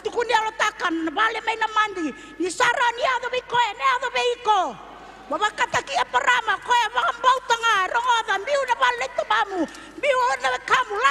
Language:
Fijian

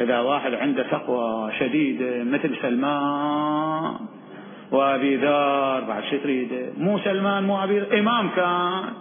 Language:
Mesopotamian Arabic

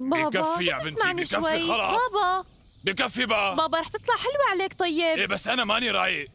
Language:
North Levantine Arabic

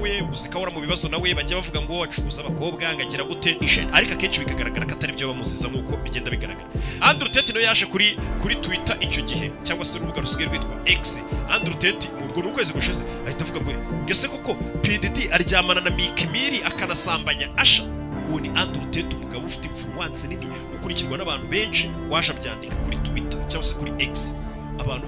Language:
Kinyarwanda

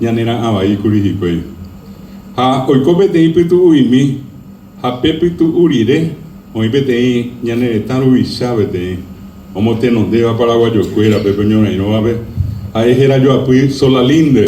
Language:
Guarani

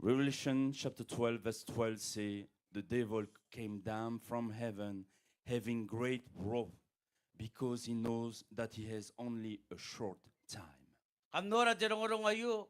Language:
Gilbertese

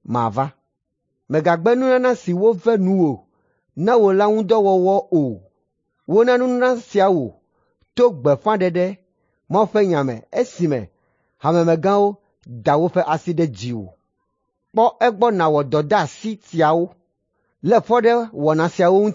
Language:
Ewe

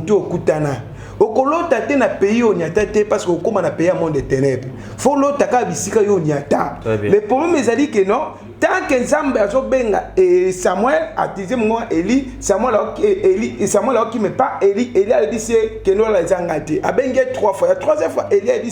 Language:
Lingala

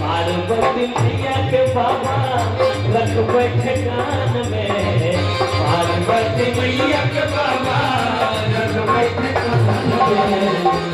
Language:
Maithili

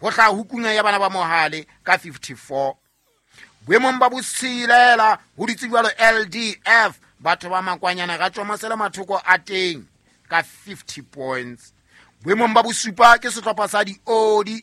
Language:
Southern Sotho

